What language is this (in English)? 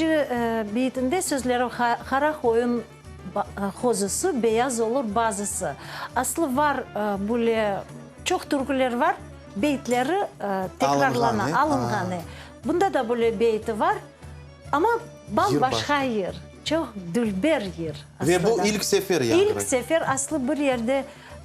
Crimean Tatar